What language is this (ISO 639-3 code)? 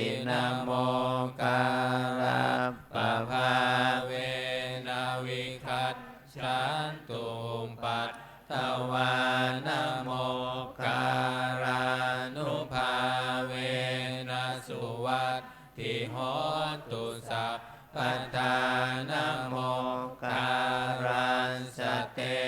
pli